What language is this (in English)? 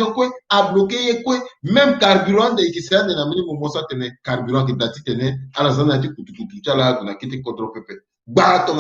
Sango